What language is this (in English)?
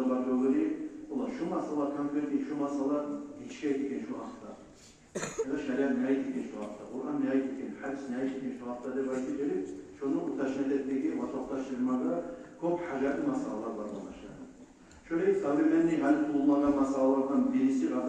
Kumyk